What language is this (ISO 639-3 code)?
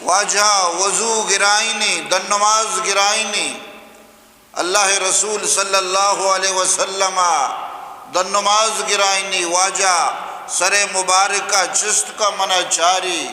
bgp